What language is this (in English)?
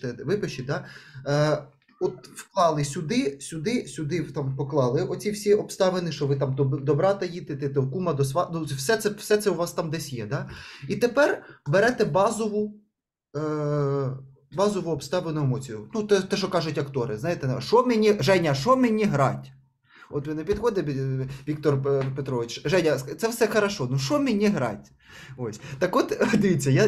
Ukrainian